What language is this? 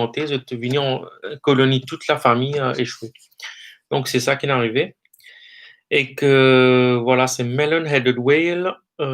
Morisyen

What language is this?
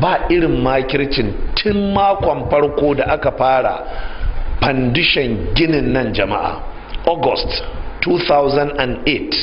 Hausa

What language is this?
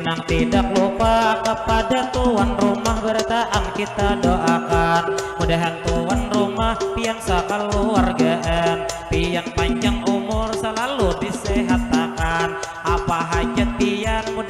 Banjar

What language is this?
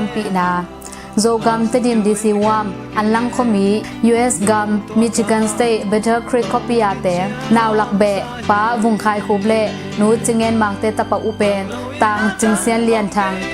Tedim Chin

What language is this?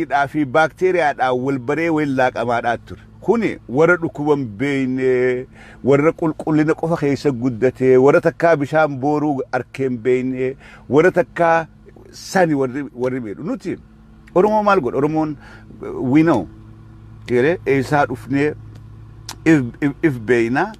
Oromo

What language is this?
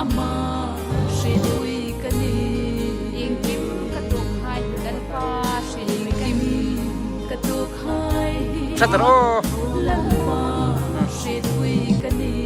Hmar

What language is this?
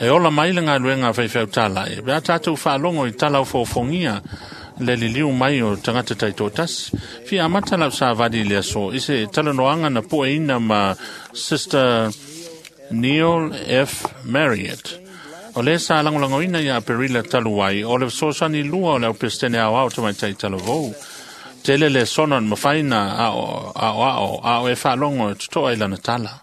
Samoan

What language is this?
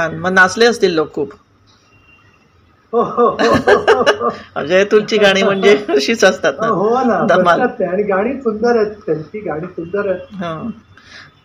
Marathi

